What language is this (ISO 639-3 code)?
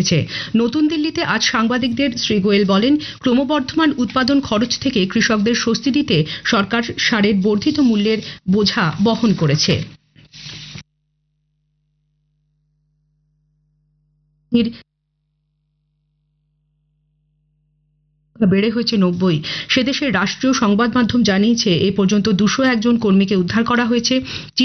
ben